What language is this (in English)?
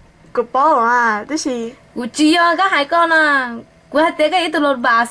Hmong